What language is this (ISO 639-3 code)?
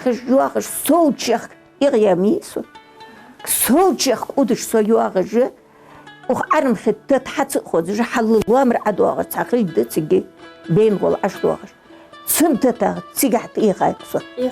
inh